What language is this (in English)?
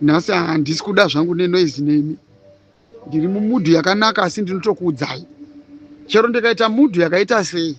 Shona